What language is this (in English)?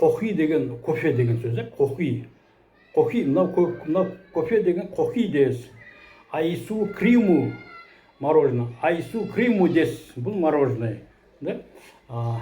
Kazakh